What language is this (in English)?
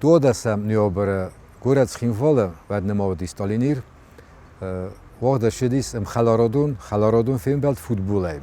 Ossetic